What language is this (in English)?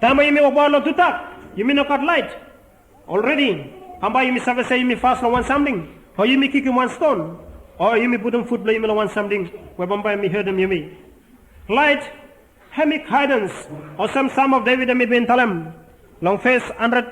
Bislama